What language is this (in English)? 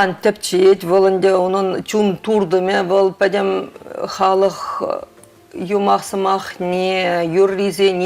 Chuvash